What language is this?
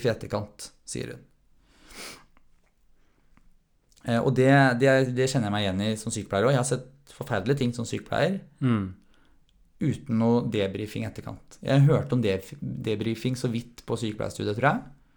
Norwegian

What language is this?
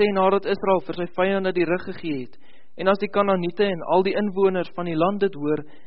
Afrikaans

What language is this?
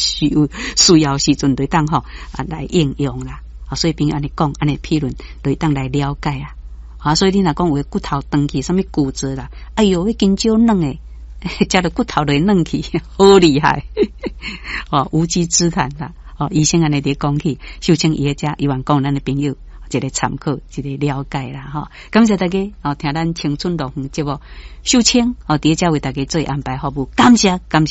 Min Nan Chinese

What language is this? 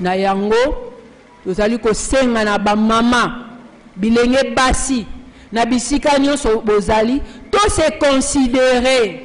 Lingala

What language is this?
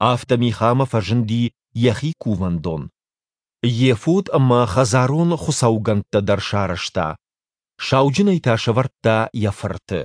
Ossetic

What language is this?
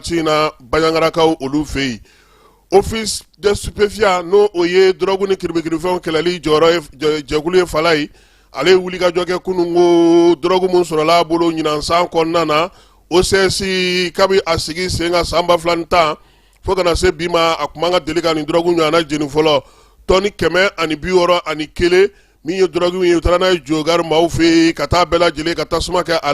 Bambara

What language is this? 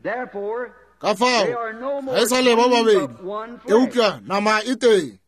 Northern Sotho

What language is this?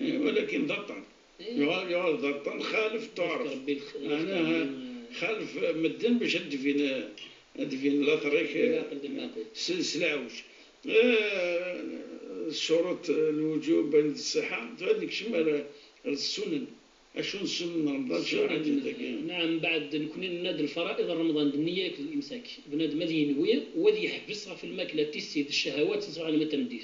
Moroccan Arabic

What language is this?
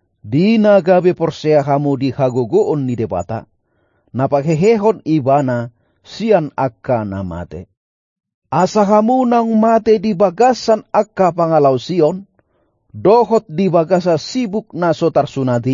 Batak Toba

